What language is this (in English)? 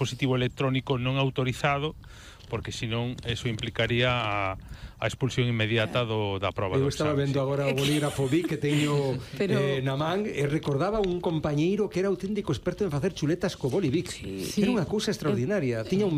Galician